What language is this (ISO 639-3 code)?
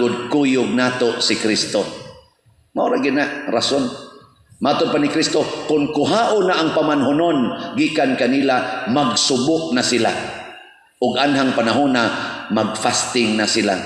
ceb